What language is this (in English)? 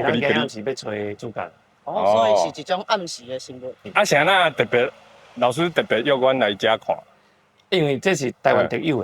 Min Nan Chinese